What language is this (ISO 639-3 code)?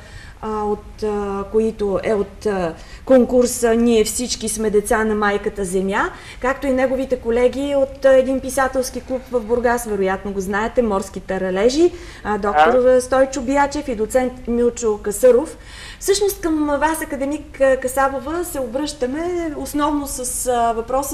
bul